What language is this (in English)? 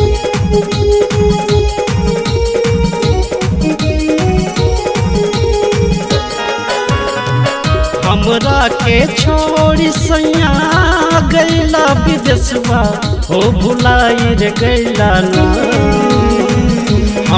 Bhojpuri